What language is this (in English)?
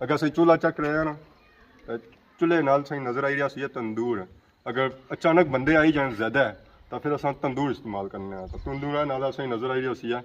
Pahari-Potwari